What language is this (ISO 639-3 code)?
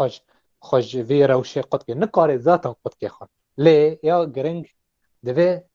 kur